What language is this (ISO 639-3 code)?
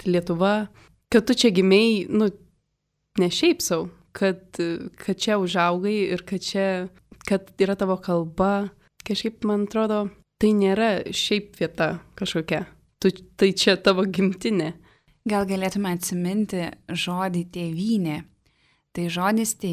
lit